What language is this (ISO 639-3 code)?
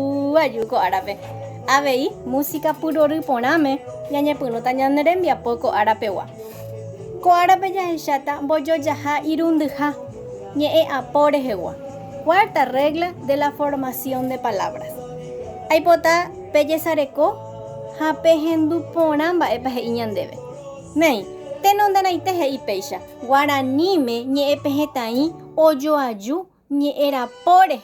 grn